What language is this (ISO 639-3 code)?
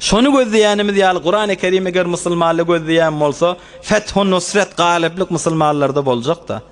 tuk